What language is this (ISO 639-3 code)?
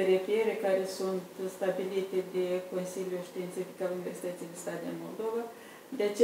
ron